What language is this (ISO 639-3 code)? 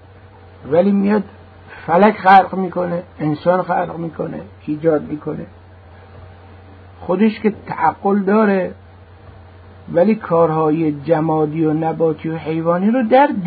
fas